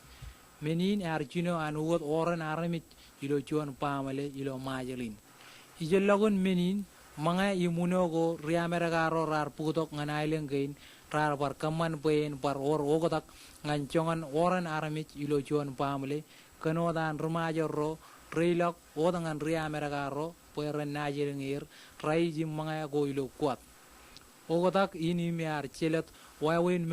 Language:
Marshallese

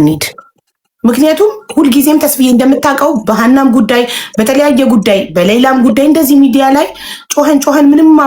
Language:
Amharic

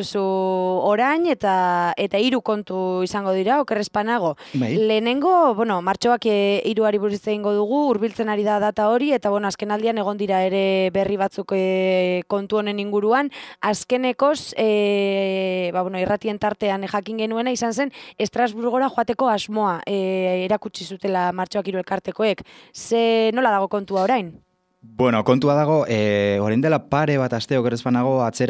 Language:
Basque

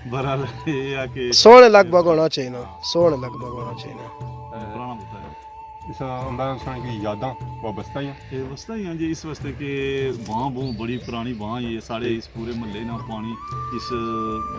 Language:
Pahari-Potwari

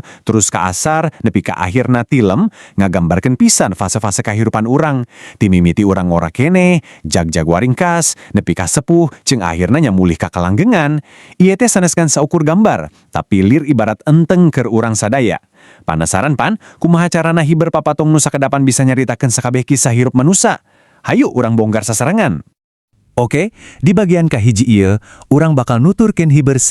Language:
Sundanese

